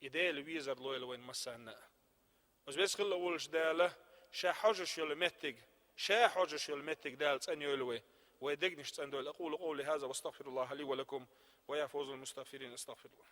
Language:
Chechen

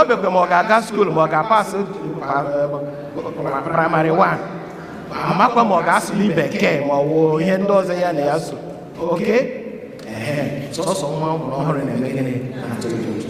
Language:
Igbo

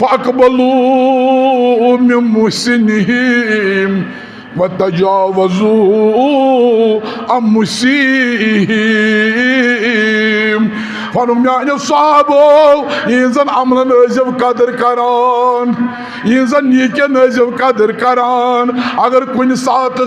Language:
Kashmiri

